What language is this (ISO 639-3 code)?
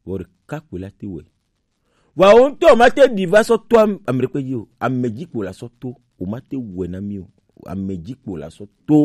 gej